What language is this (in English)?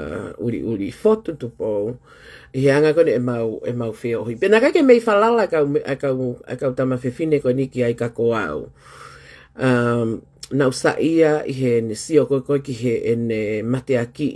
Tongan